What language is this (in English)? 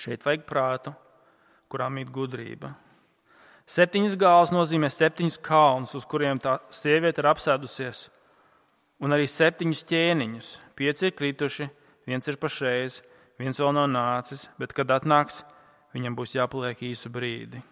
Latvian